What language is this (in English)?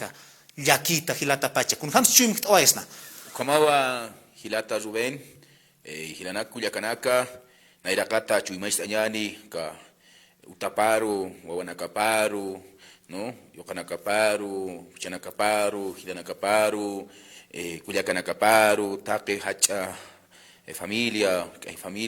Aymara